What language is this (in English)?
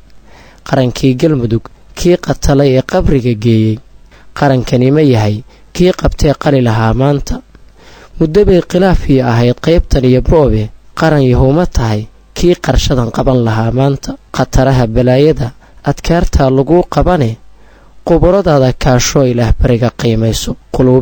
Somali